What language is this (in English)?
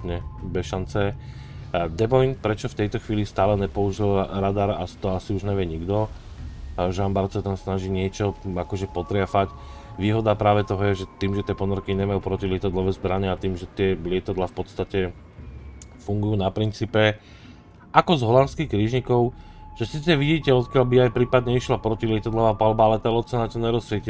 Slovak